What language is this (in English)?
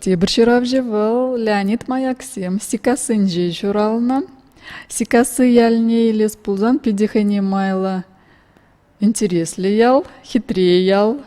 Chuvash